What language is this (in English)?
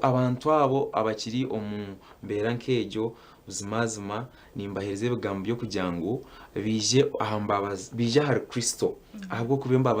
Nyankole